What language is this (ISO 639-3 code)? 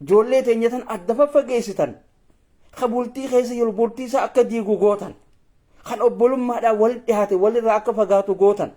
orm